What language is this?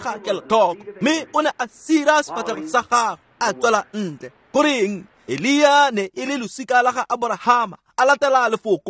Tswana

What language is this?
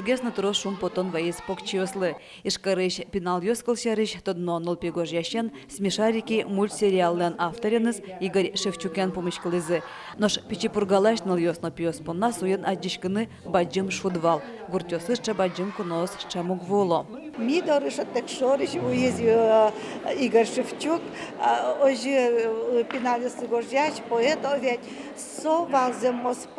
Udmurt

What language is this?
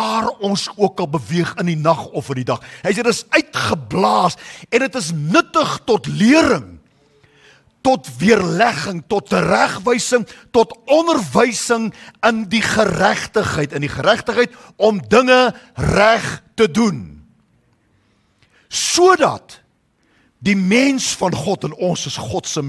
Afrikaans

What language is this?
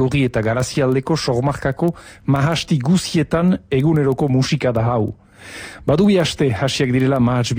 Basque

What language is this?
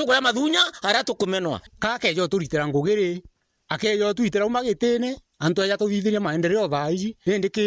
Meru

